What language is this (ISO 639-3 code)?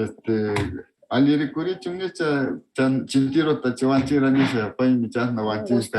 qvz